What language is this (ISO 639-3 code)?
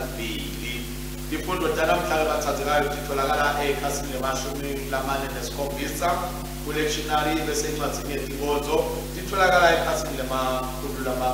ssw